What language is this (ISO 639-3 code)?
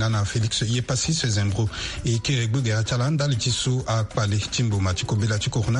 sag